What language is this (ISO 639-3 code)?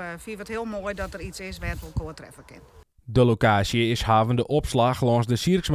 fry